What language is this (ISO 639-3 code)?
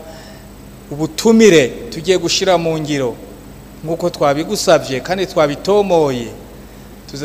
run